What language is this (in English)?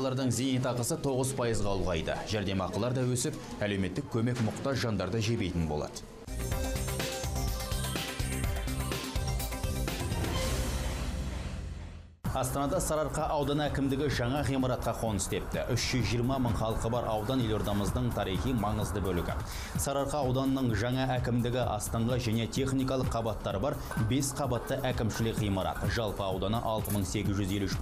Kazakh